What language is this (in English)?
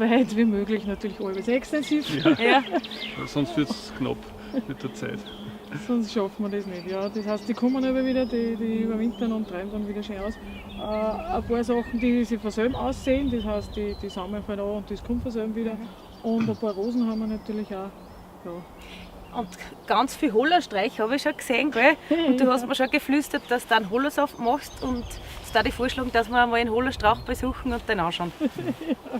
Bavarian